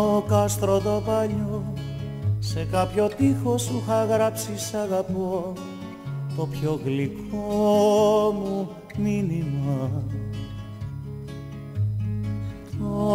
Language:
Greek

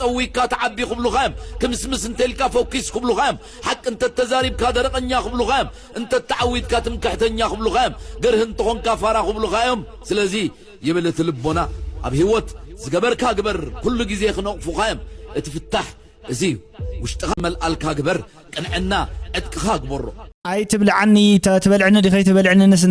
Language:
Tigrinya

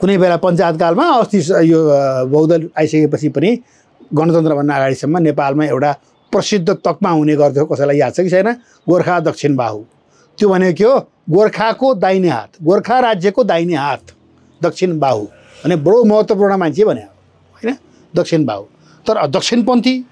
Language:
Nepali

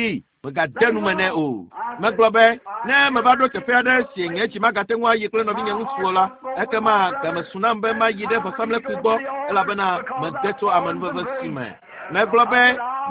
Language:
Ewe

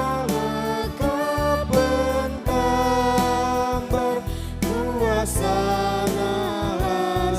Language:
Batak Karo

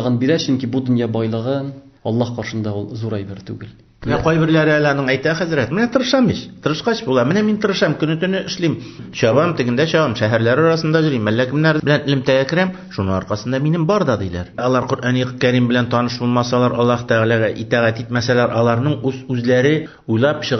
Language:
Tatar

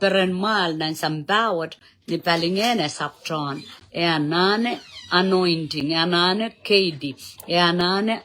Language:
Pohnpeian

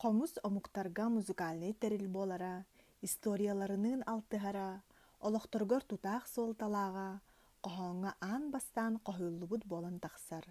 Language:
Yakut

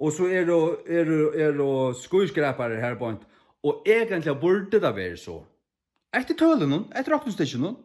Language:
Faroese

